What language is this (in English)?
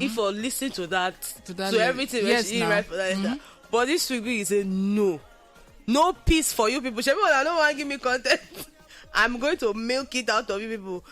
Nigerian Pidgin